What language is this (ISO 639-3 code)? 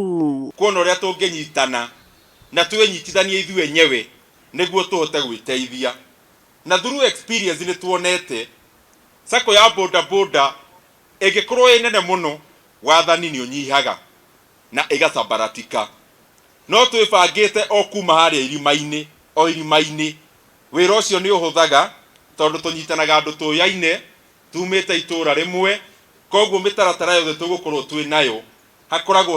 kik